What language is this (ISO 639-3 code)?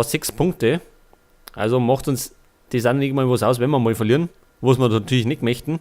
bar